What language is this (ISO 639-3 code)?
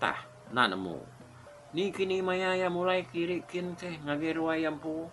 iba